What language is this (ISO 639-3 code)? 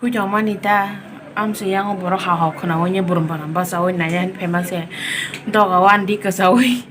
trp